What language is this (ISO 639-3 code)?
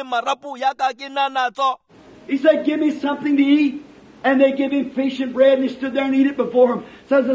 tsn